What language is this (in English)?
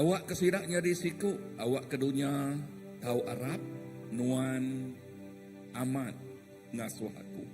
Iban